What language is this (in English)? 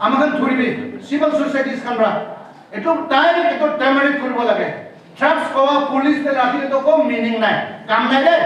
Naga Pidgin